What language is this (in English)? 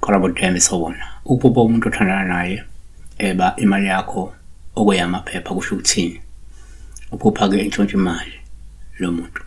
Zulu